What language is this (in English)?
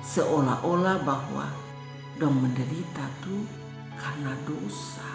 Kupang Malay